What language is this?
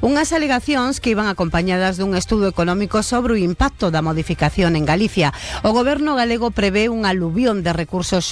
Galician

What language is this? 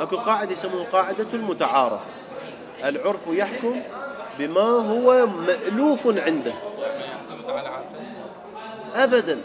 Mesopotamian Arabic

